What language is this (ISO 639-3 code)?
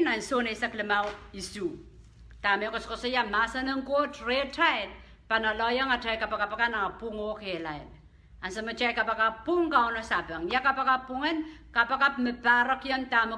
pon